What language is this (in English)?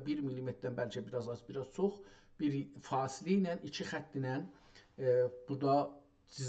South Azerbaijani